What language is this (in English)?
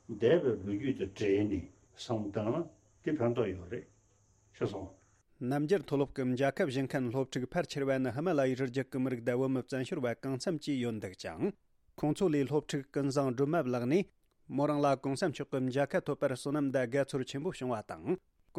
Tibetan